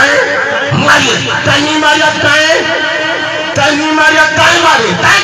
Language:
Saraiki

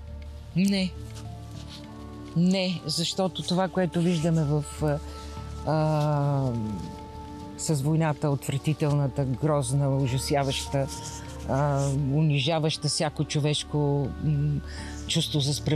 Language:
Bulgarian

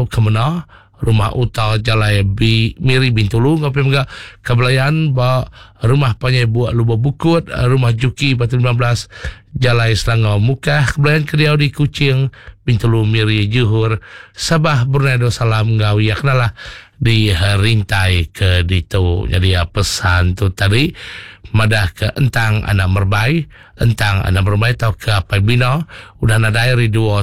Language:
Iban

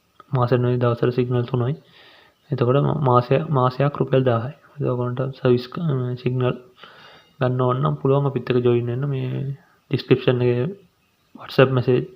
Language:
Sinhala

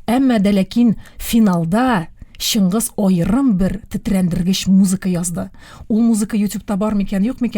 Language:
Tatar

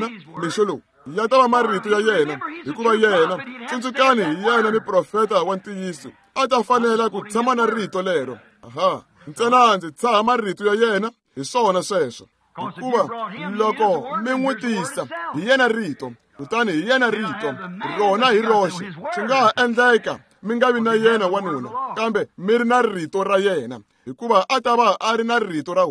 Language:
Tsonga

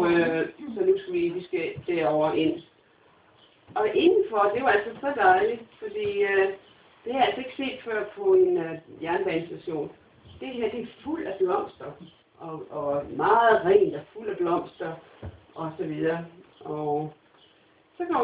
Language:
Danish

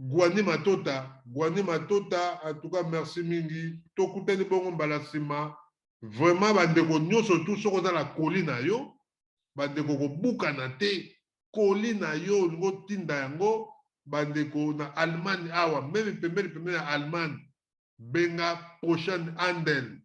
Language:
Lingala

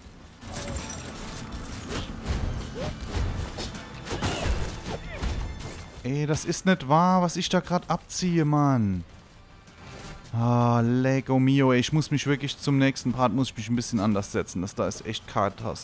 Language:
German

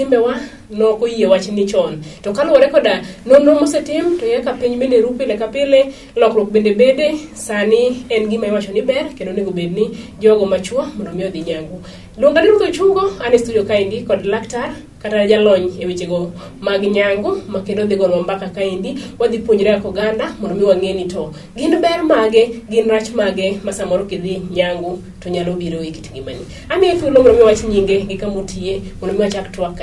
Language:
Luo (Kenya and Tanzania)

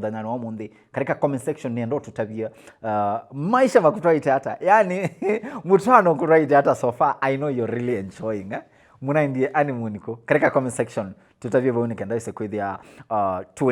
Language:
Kamba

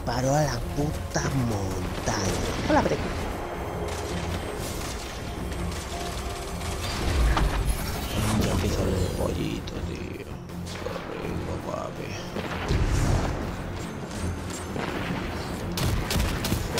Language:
Spanish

